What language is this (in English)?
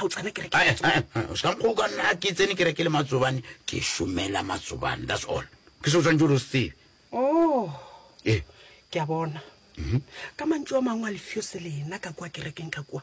Northern Sotho